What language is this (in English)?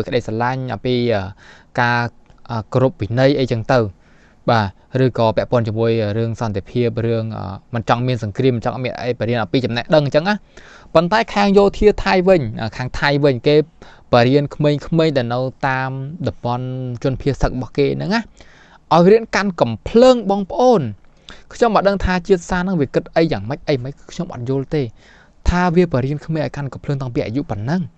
Khmer